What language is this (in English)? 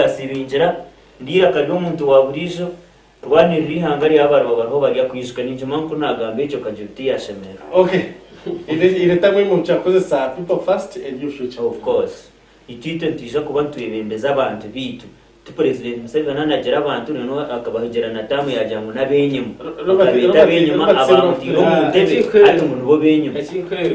Nyankole